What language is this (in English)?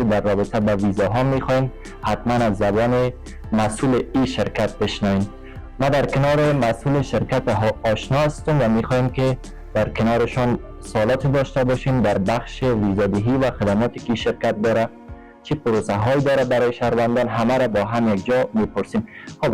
Persian